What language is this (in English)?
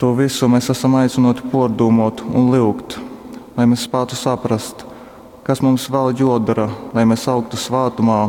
Latgalian